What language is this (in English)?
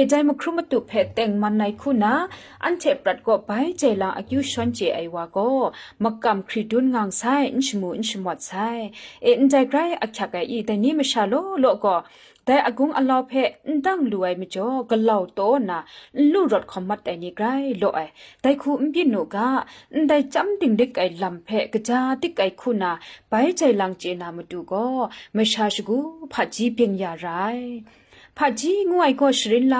Kachin